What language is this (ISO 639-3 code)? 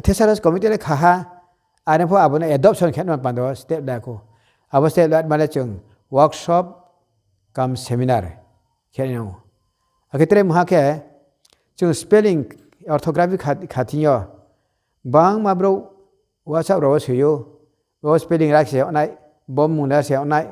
ria